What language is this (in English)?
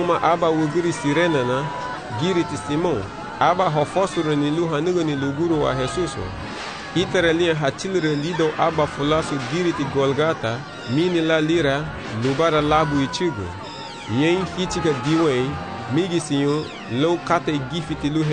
Garifuna